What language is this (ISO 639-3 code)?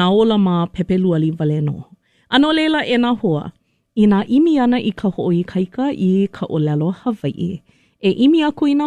haw